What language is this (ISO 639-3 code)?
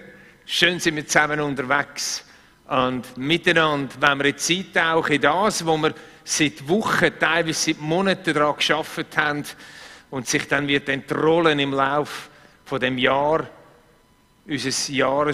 gsw